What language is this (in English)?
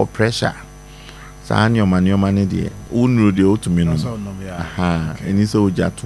Akan